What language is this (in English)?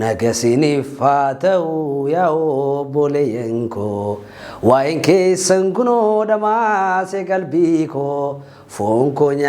Oromo